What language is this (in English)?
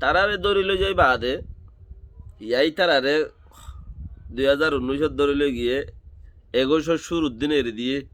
Rohingya